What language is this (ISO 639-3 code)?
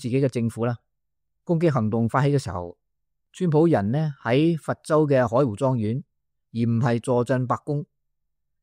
yue